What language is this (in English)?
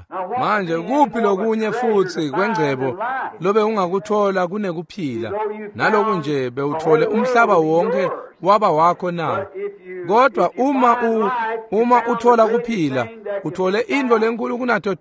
Swati